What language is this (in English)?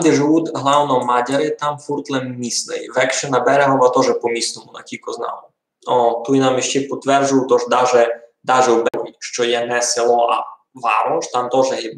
Rusyn